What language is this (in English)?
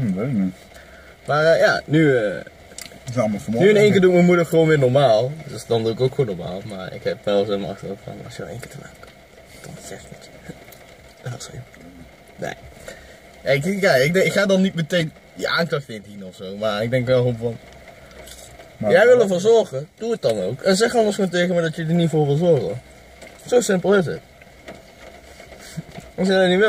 Dutch